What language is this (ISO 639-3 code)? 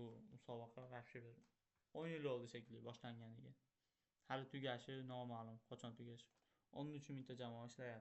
uzb